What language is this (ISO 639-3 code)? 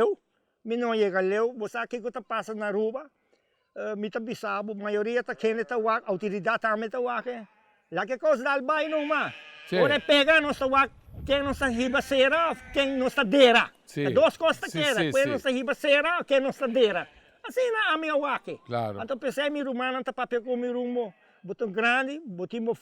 pap